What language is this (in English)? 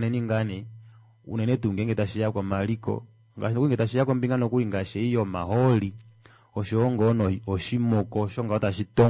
Kuanyama